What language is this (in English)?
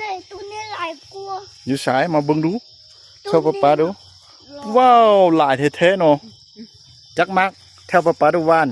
Lao